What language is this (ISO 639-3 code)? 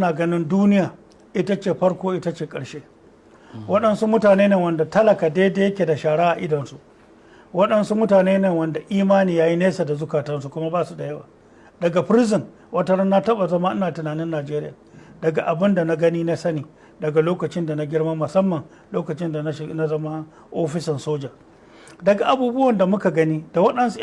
hau